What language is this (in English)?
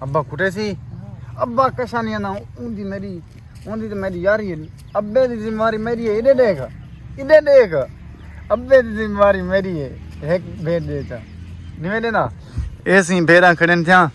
Saraiki